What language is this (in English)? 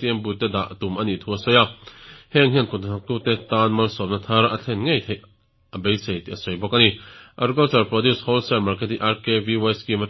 Mizo